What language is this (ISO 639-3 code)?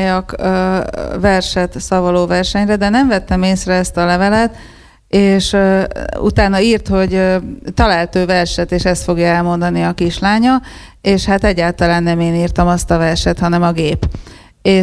hun